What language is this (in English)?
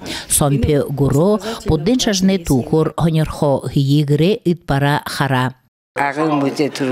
Buriat